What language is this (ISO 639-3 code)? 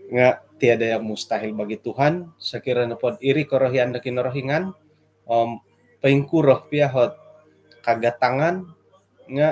dtp